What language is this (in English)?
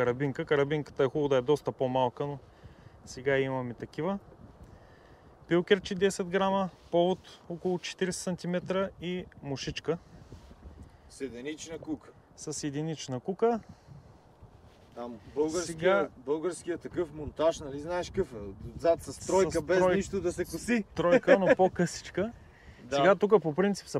Bulgarian